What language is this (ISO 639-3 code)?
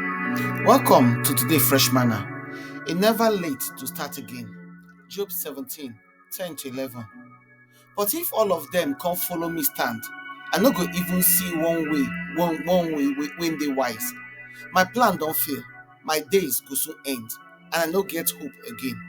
pcm